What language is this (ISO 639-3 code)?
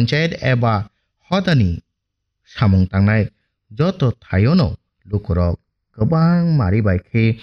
trp